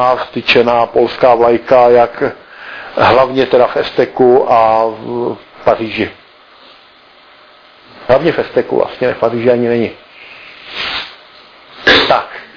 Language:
Czech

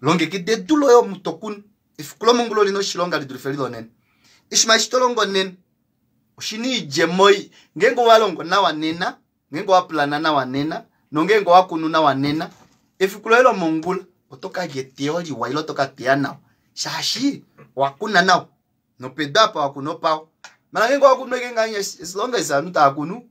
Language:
Kuanyama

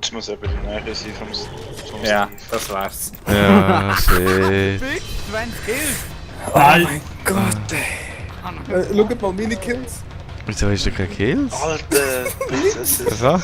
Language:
Swiss German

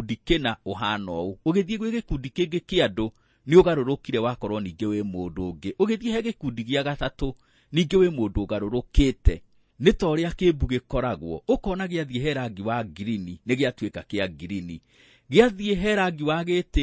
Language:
Kikuyu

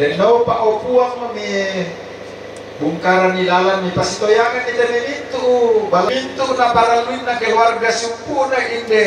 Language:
Toraja-Sa'dan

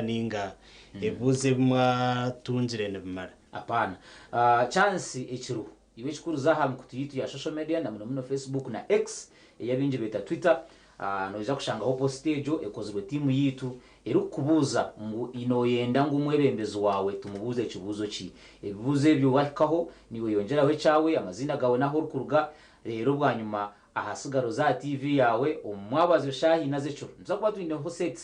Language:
Nyankole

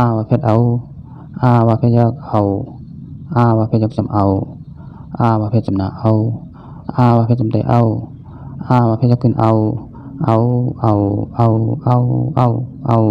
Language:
Shan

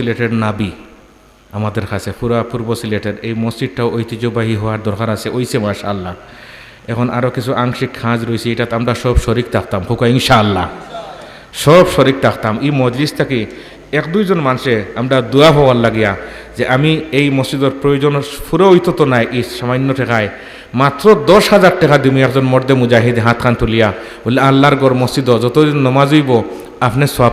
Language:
Sylheti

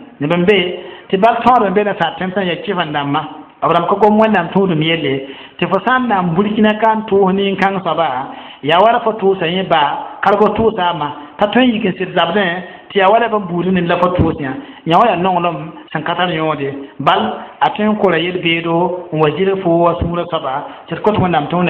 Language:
Mossi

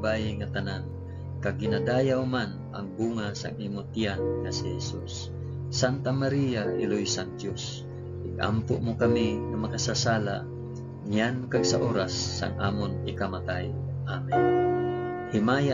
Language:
Hiligaynon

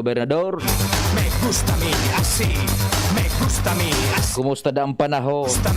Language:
Bikol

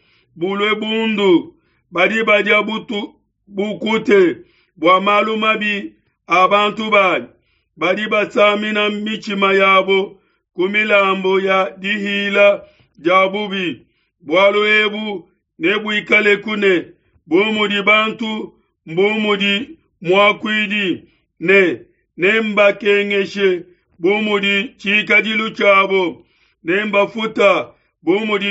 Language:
Luba-Lulua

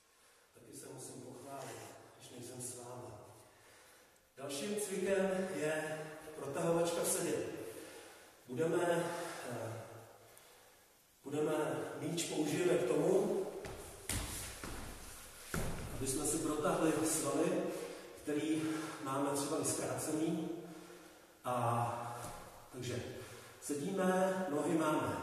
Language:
Czech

